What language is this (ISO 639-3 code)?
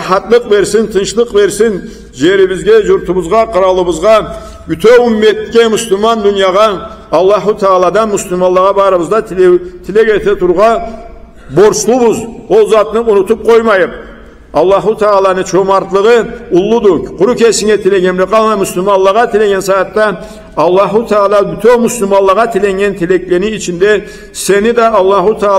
krc